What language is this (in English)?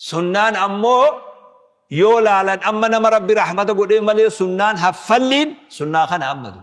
Oromo